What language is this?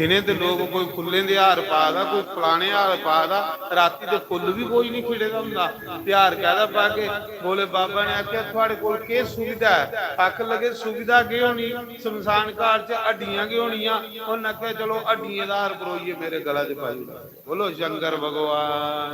Dogri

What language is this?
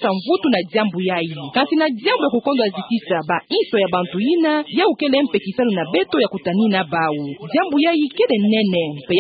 Kituba (Democratic Republic of Congo)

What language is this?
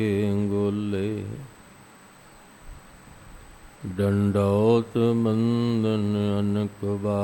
Punjabi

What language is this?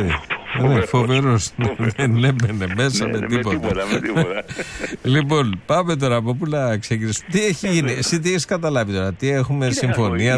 Greek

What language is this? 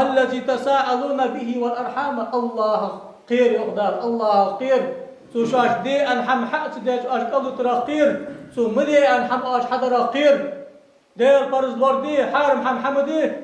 Ingush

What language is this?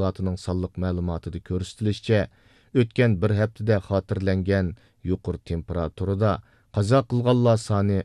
Uyghur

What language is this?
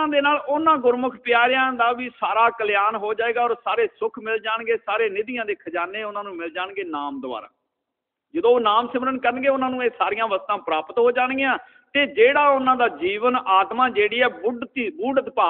Punjabi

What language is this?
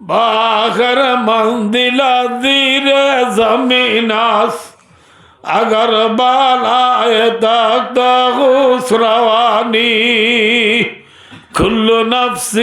Rohingya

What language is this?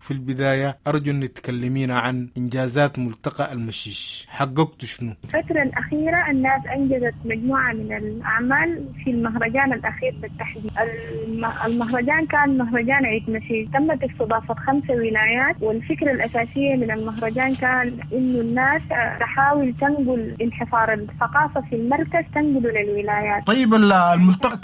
Sudanese Arabic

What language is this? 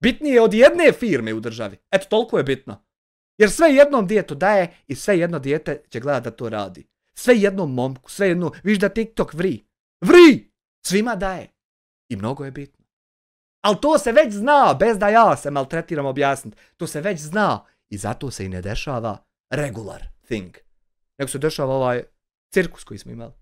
Bosnian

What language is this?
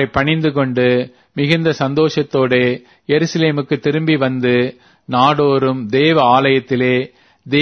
Tamil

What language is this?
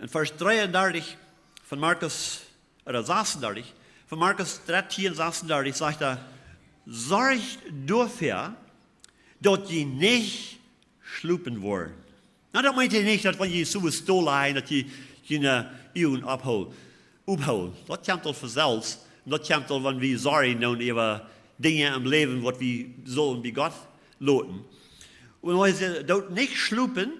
Plautdietsch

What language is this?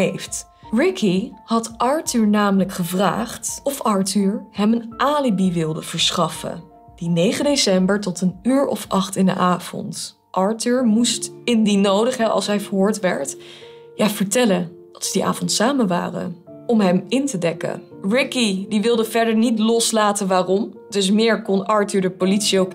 Dutch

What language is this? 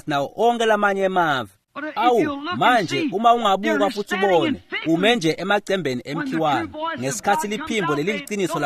Swati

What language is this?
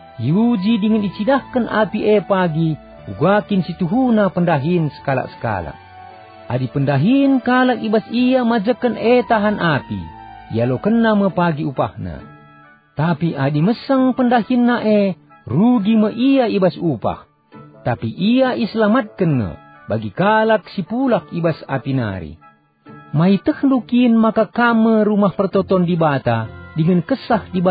Batak Karo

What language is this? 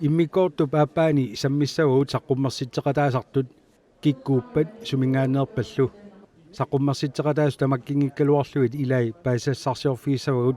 Kalaallisut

